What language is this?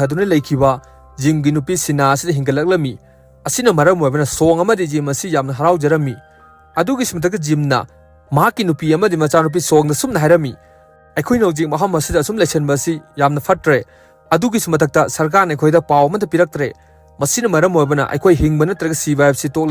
Manipuri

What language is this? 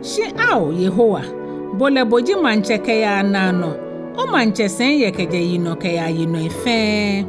Ga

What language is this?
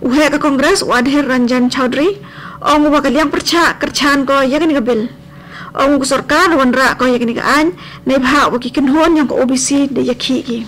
Khasi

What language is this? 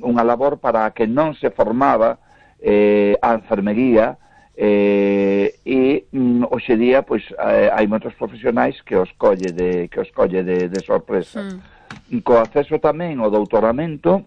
Galician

